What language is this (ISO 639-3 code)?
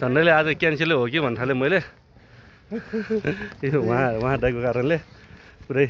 nep